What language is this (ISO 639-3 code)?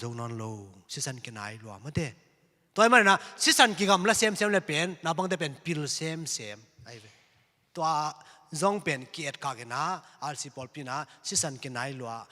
ctd